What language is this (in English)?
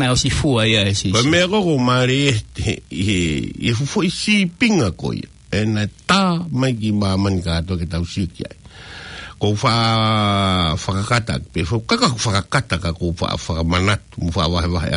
Tongan